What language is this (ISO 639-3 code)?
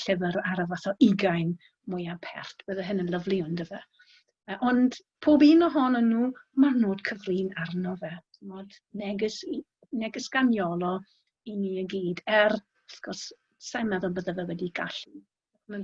cym